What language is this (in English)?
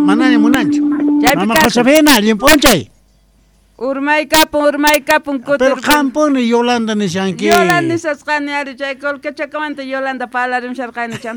Quechua